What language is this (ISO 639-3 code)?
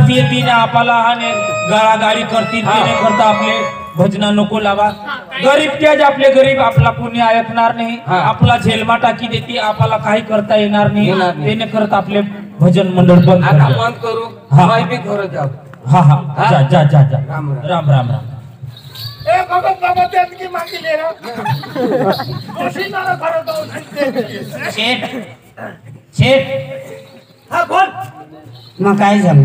mar